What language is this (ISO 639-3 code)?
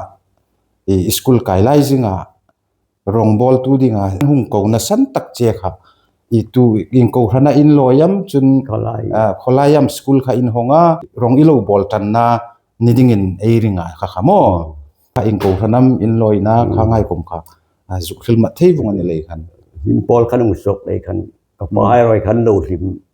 hmr